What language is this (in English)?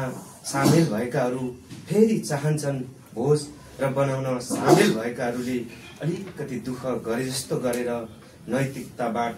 Nepali